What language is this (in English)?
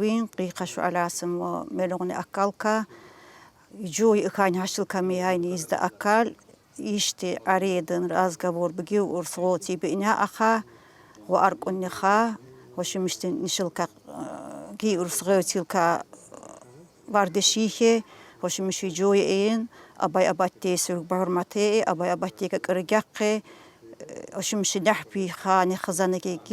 Tsakhur